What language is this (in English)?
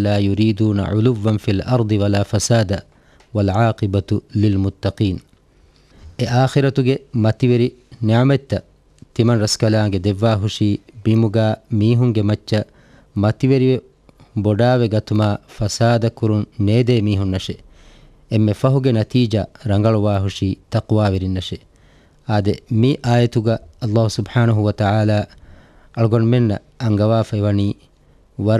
Divehi